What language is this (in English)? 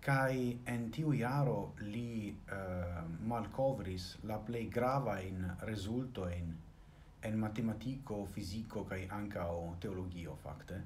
Esperanto